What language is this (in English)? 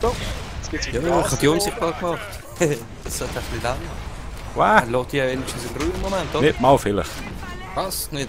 Swiss German